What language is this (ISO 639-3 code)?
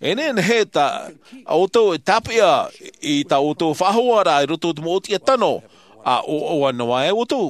tah